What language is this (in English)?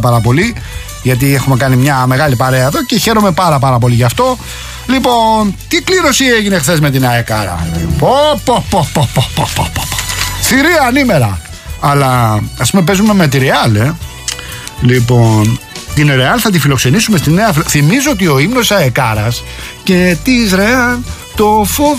Greek